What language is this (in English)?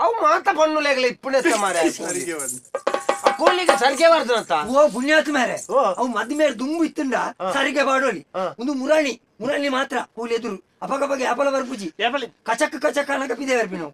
Tulu